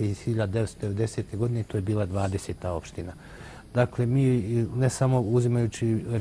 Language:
Bosnian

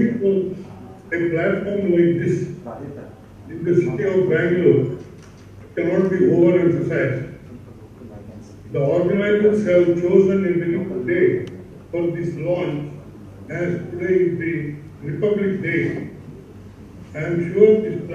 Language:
English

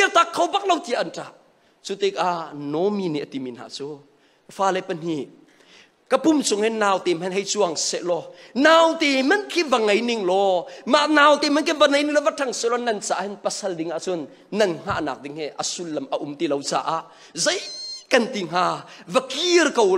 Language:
Hakha Chin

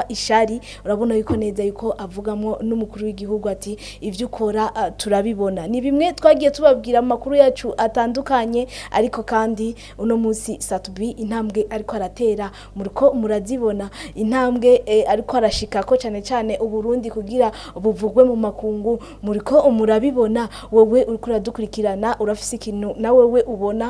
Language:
Rundi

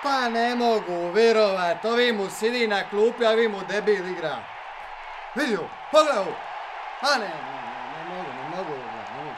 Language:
Croatian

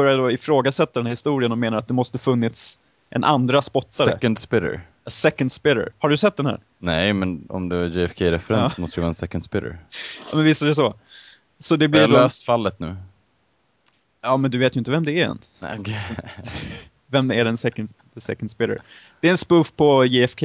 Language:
Swedish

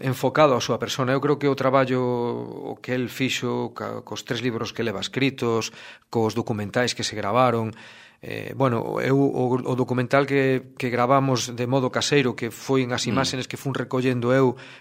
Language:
Galician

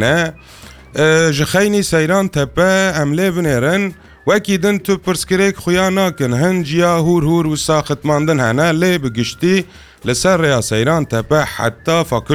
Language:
Kurdish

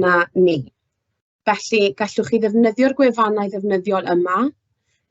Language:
Welsh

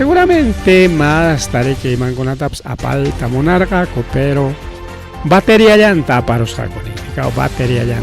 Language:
Ayacucho Quechua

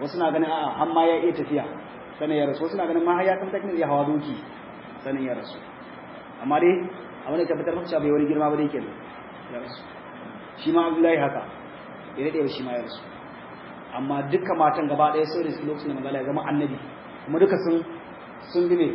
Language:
Hausa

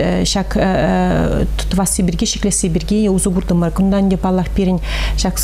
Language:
Chuvash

